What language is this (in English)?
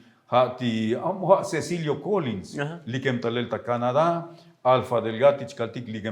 Tzotzil